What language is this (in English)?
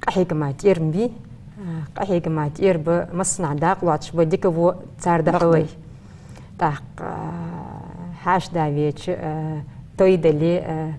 Ingush